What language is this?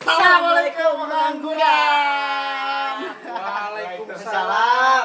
Betawi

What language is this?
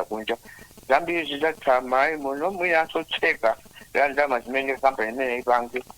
Nyanja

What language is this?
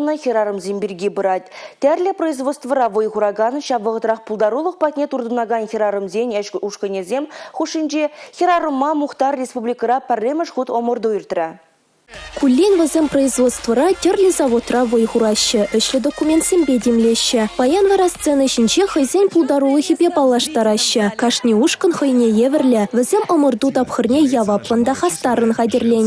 Chuvash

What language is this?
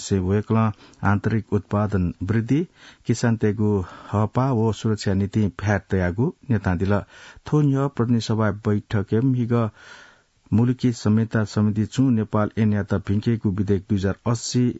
Newari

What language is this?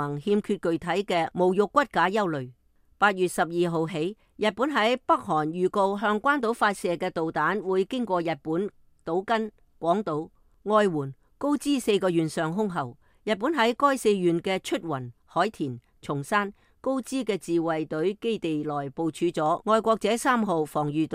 Cantonese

